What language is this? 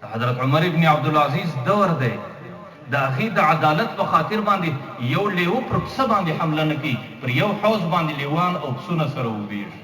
Pashto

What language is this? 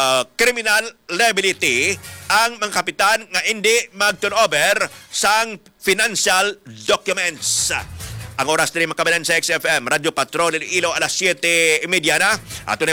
Hiligaynon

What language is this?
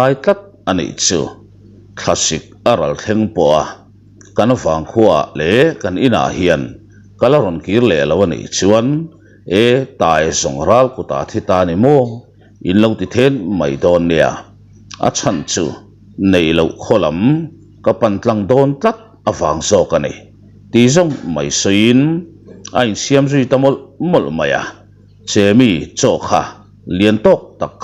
Mizo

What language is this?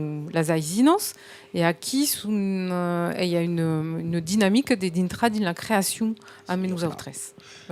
Occitan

